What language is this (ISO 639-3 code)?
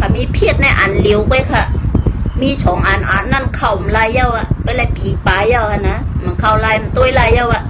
shn